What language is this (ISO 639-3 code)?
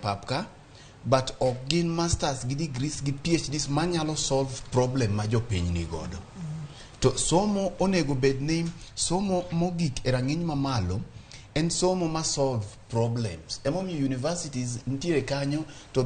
luo